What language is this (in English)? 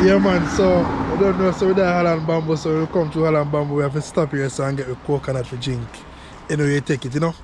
Jamaican Creole English